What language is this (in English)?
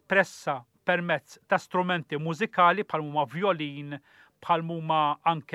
Maltese